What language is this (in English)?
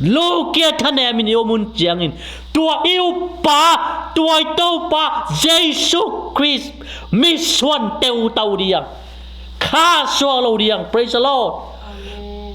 Tedim Chin